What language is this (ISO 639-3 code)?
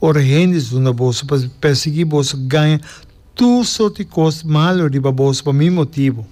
pap